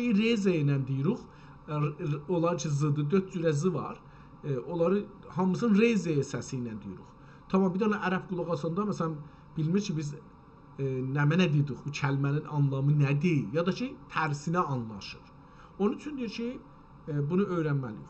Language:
South Azerbaijani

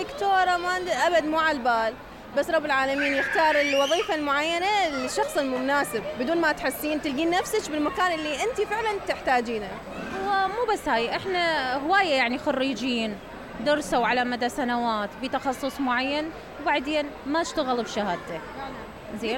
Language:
Mesopotamian Arabic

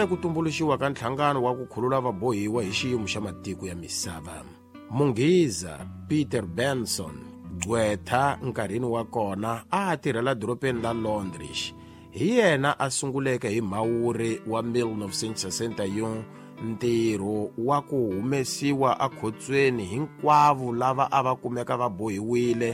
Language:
Tsonga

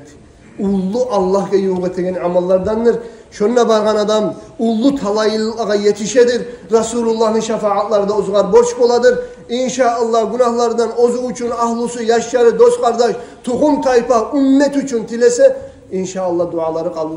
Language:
Kumyk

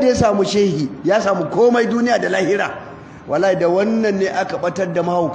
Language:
Hausa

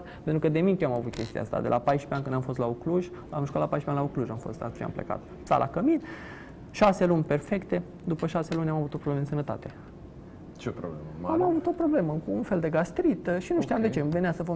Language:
Romanian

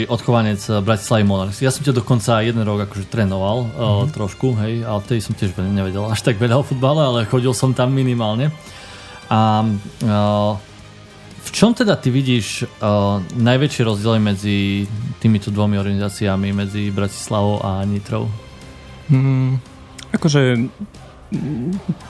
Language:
Slovak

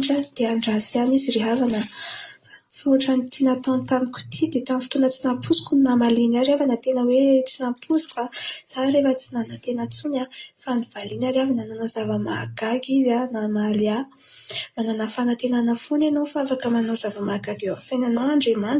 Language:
Malagasy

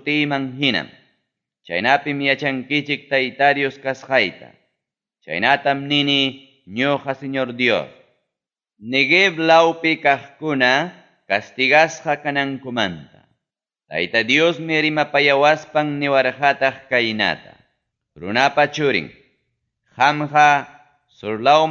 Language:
Ayacucho Quechua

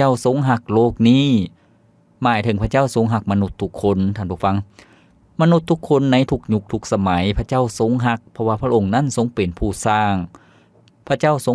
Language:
Lao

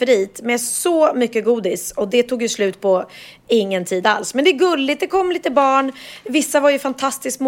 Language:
Swedish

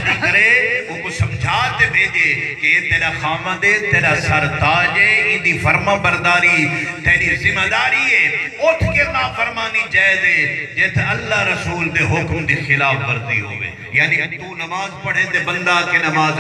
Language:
Saraiki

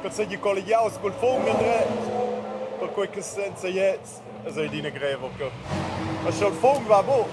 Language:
Romansh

